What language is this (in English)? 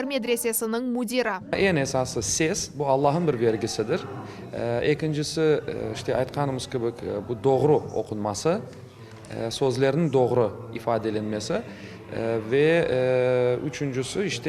Crimean Tatar